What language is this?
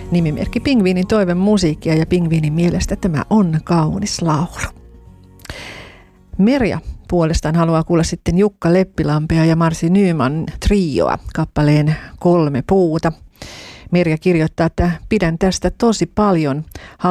Finnish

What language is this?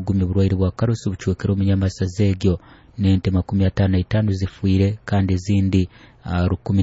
Nyoro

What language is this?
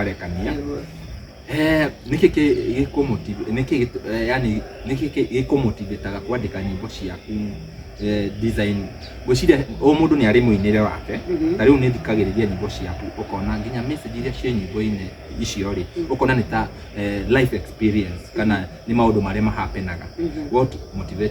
Kikuyu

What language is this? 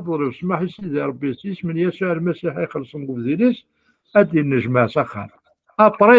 Kabyle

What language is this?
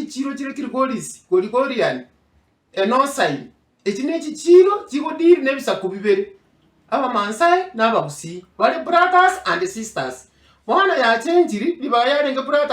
Gusii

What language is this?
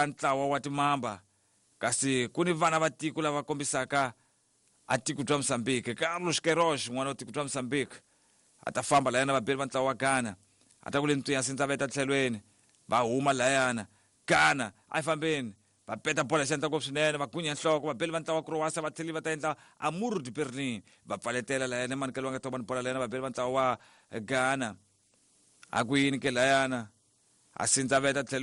Tsonga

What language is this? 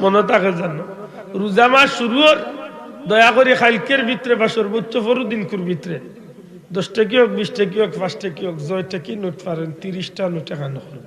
Sylheti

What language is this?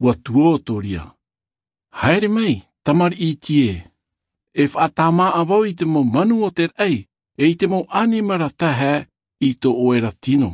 Tahitian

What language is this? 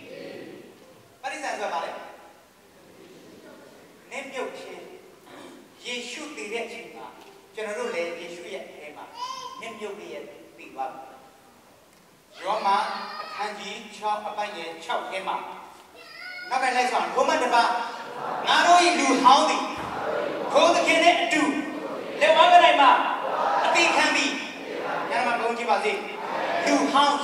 Burmese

